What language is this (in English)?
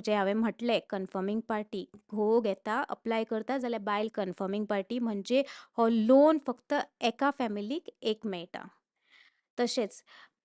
Konkani